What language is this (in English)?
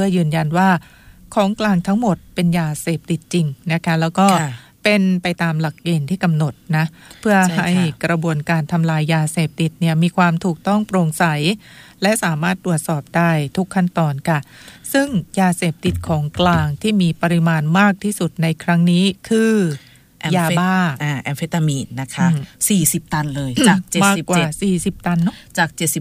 Thai